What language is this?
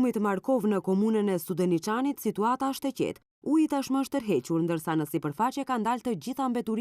Albanian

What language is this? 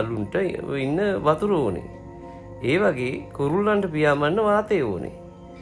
Sinhala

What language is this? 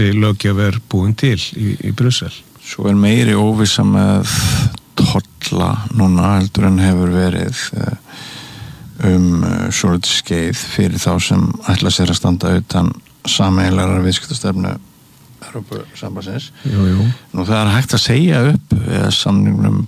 Icelandic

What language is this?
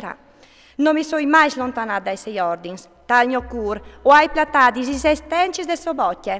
Friulian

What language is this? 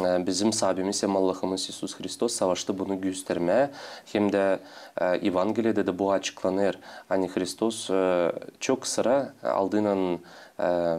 Gagauz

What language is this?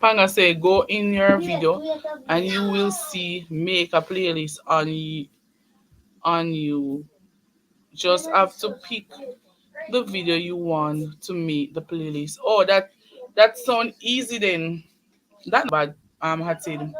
Jamaican Creole English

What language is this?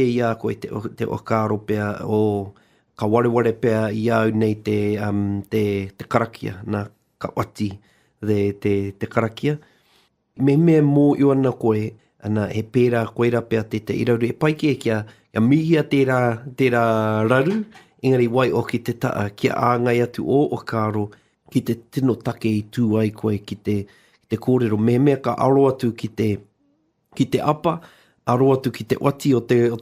Māori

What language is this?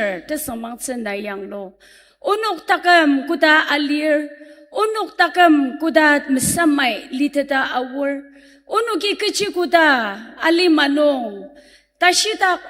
Ao Naga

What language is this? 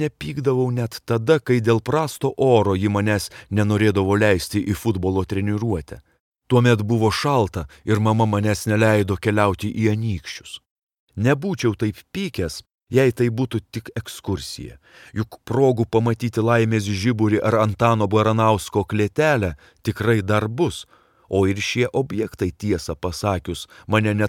Lithuanian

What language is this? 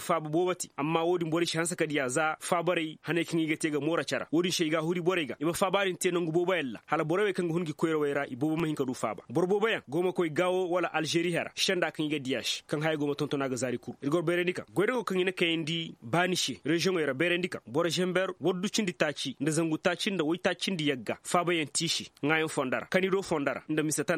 Koyraboro Senni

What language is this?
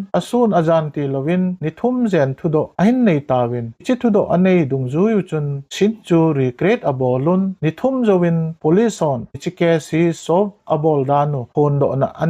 Thado Chin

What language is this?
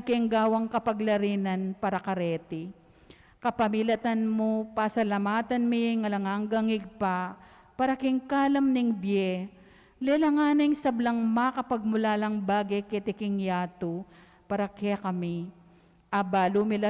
Pampanga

